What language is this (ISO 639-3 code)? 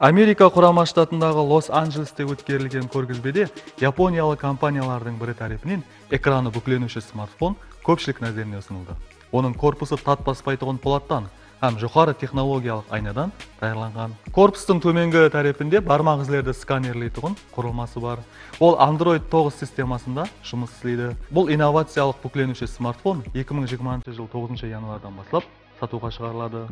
kaa